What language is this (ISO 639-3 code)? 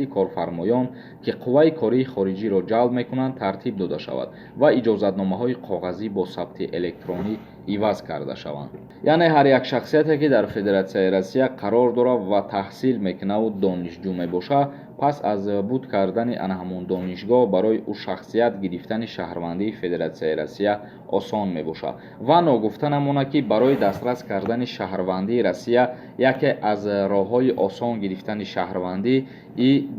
tgk